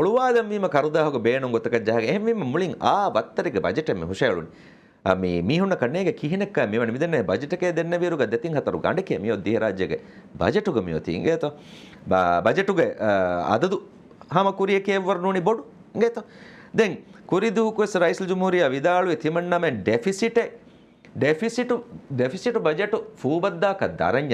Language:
Divehi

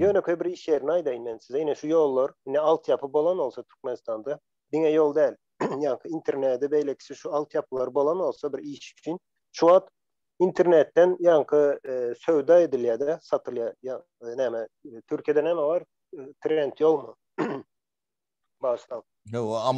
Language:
Turkmen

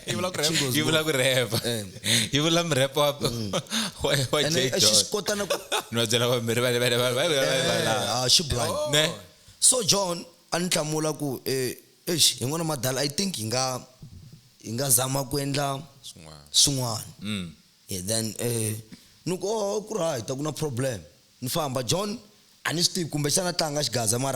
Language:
Tsonga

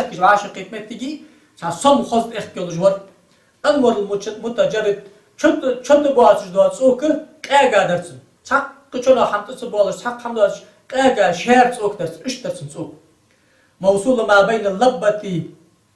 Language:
Ingush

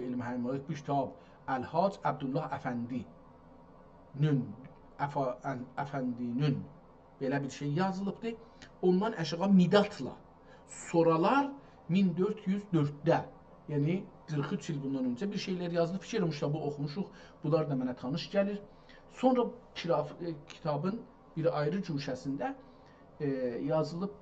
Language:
South Azerbaijani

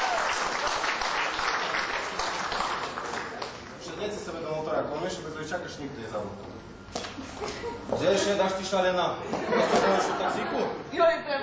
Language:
Slovak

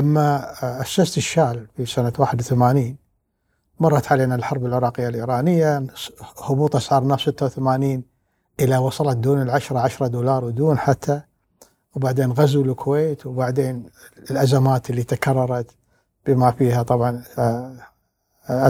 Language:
Gulf Arabic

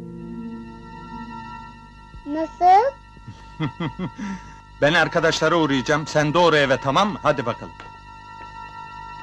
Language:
Turkish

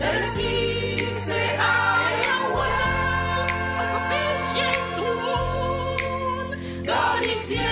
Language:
Ewe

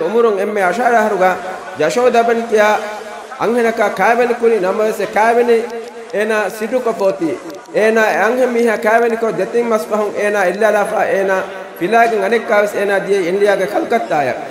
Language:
Divehi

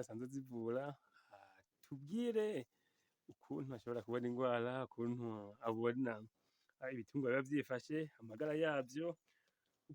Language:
Rundi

